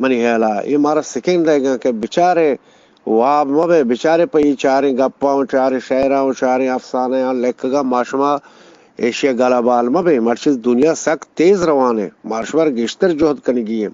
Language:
Eastern Balochi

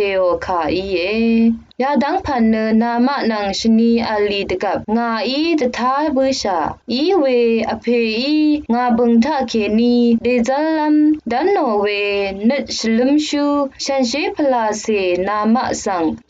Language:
Rawang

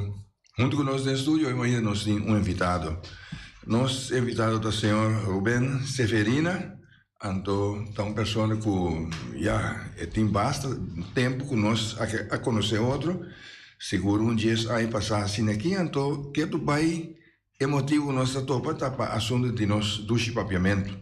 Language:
Papiamento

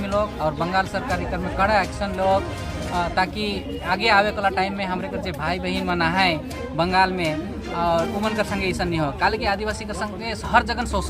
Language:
Sadri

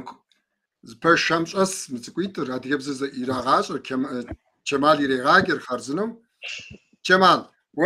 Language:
Kabardian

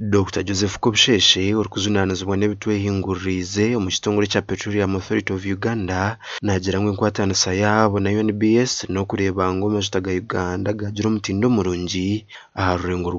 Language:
Nyankole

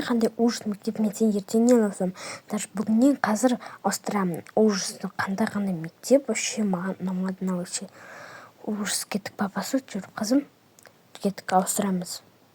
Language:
Kazakh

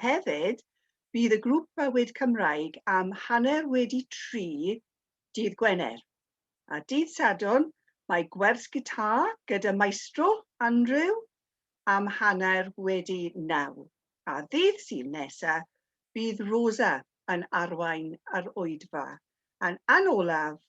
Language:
Welsh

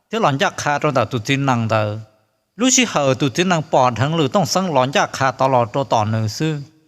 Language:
Hmong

